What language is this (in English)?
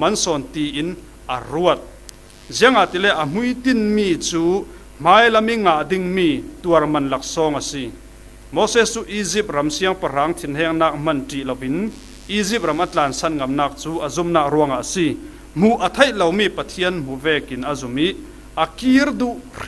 Falam Chin